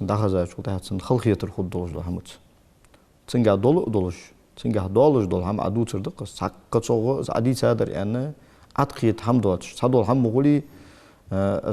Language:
Ingush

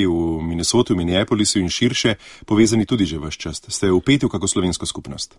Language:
Slovenian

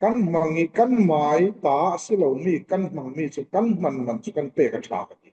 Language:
Falam Chin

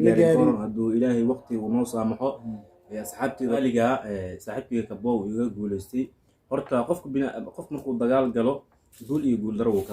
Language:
Somali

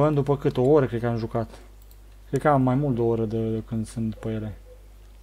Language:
Romanian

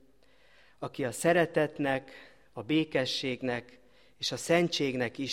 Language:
Hungarian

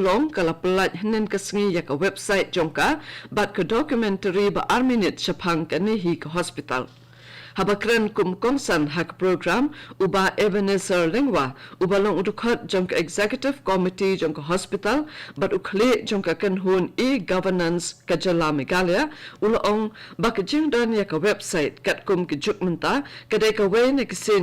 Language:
Khasi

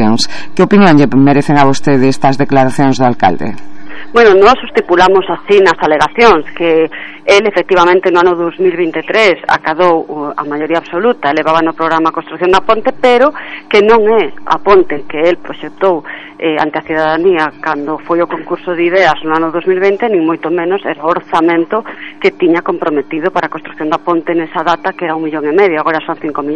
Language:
Galician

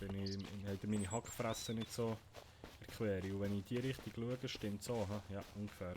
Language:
Swiss German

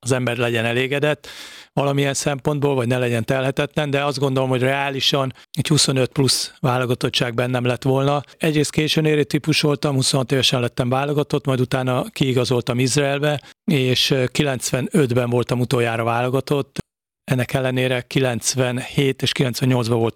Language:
Hungarian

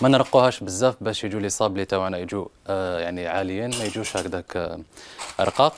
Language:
Algerian Arabic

